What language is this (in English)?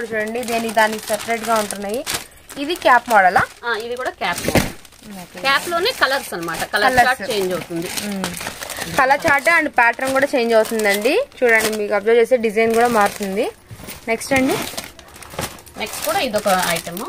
Telugu